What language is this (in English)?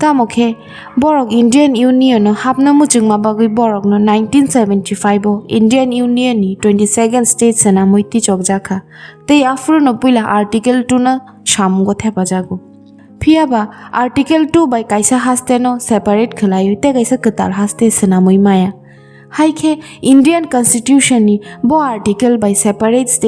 Kok Borok